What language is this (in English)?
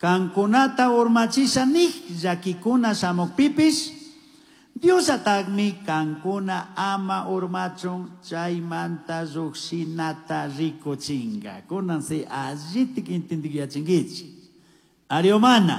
Chimborazo Highland Quichua